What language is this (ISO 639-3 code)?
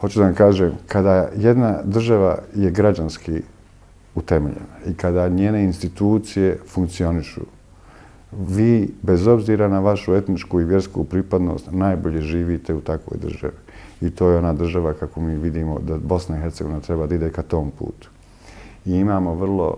bos